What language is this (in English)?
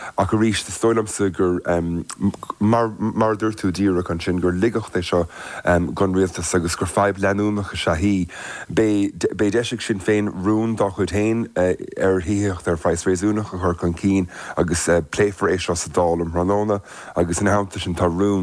Irish